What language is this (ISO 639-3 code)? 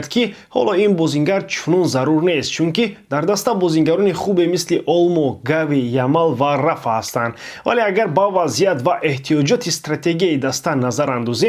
tgk